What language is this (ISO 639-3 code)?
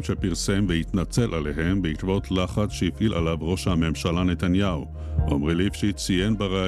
heb